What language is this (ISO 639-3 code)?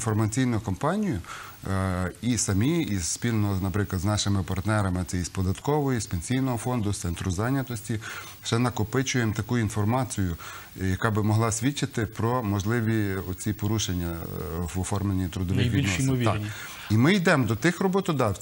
ukr